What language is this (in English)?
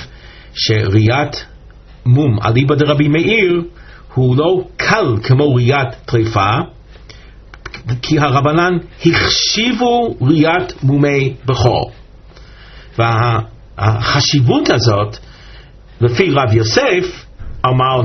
Hebrew